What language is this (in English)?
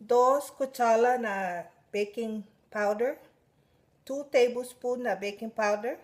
Chamorro